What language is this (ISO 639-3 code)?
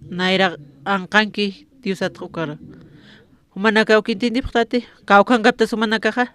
aym